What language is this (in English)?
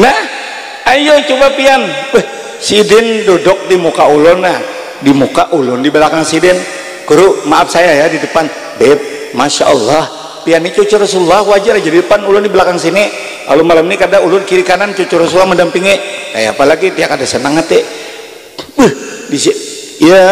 Banjar